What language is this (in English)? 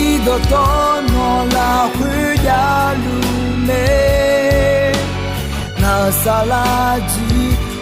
Akha